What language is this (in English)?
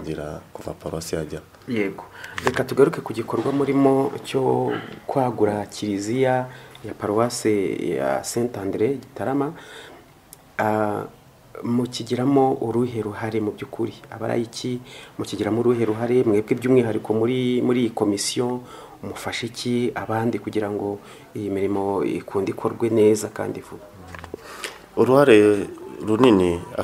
Kinyarwanda